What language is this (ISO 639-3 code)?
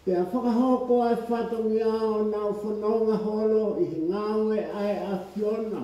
ton